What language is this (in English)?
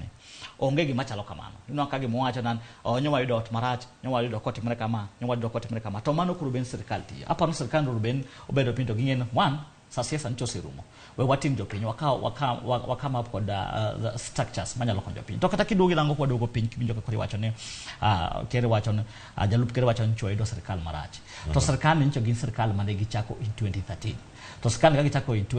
Luo (Kenya and Tanzania)